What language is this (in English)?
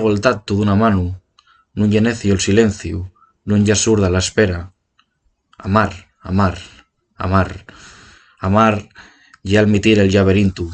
Asturian